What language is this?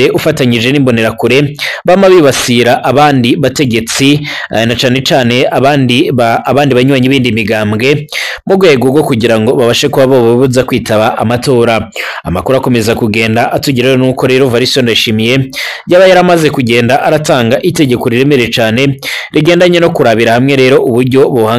Rundi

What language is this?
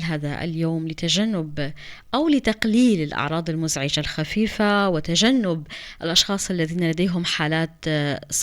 North Levantine Arabic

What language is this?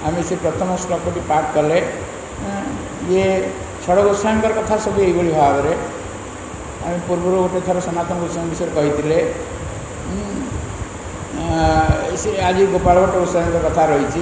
Odia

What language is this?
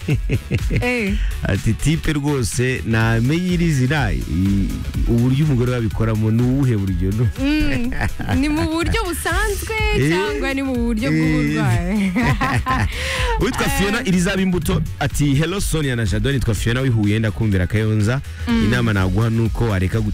Kinyarwanda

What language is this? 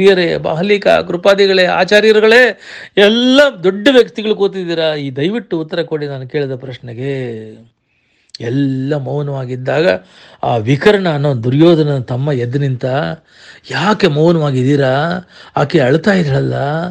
Kannada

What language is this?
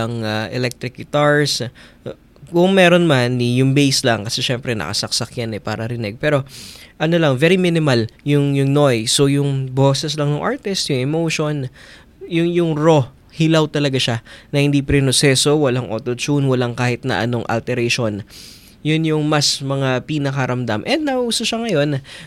Filipino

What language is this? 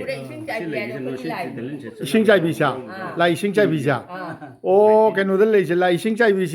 Manipuri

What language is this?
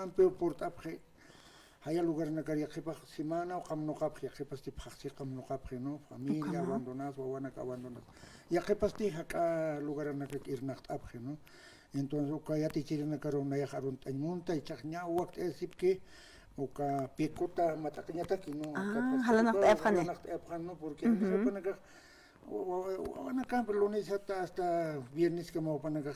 Aymara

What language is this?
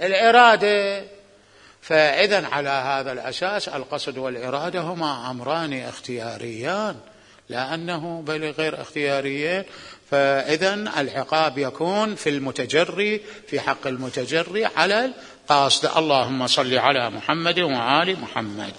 Mesopotamian Arabic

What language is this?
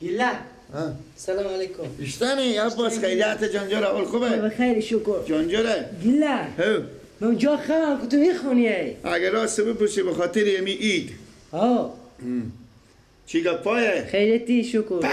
Persian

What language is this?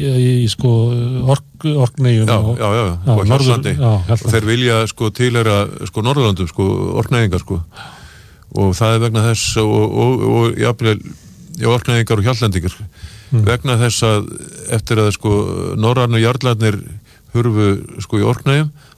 Icelandic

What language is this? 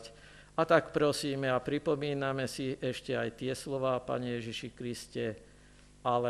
Slovak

